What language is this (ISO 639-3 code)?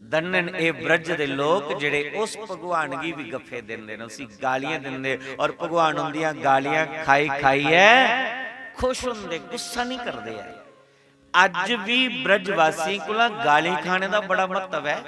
doi